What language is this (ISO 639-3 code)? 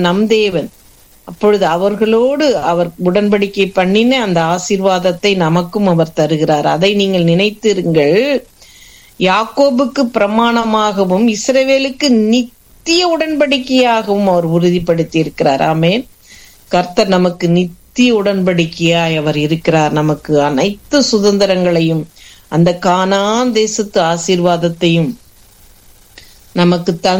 tam